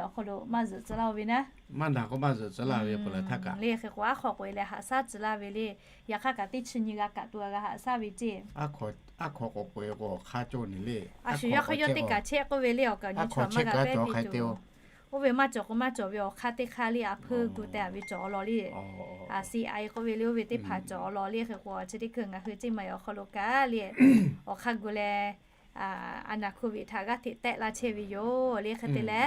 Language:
Lahu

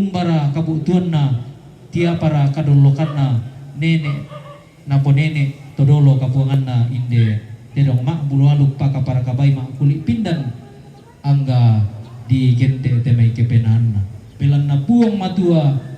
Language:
Toraja-Sa'dan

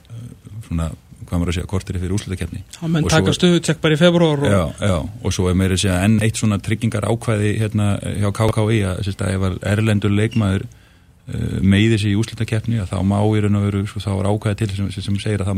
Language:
Icelandic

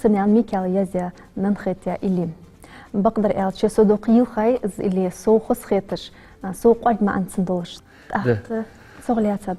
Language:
Ingush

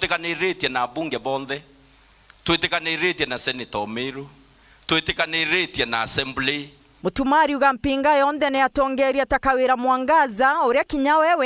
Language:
Meru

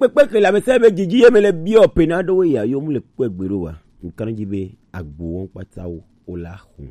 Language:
Gen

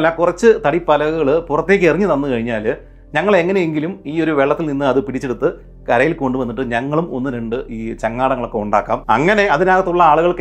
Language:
Malayalam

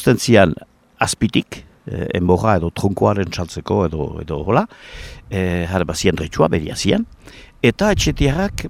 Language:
Basque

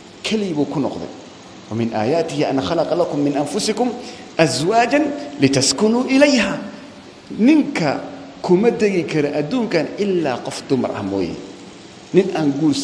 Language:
Somali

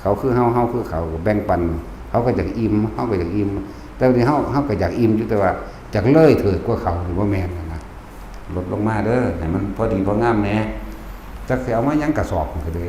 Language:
Northeastern Thai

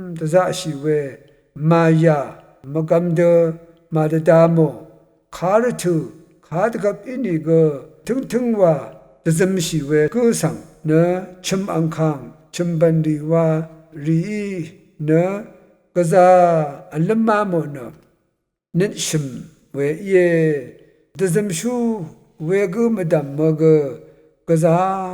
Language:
Rawang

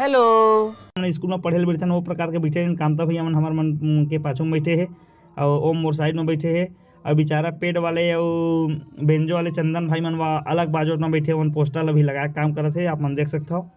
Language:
Chhattisgarhi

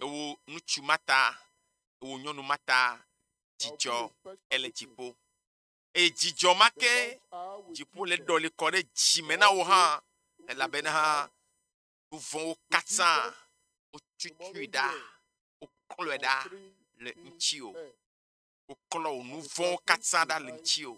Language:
Ewe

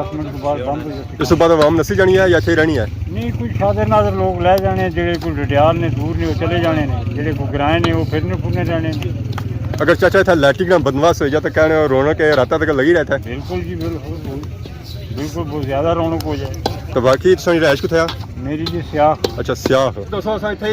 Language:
Pahari-Potwari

